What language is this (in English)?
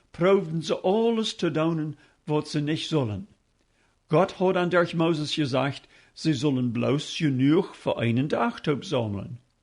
Plautdietsch